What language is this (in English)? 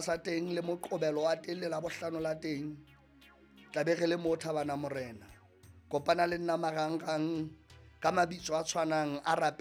Southern Sotho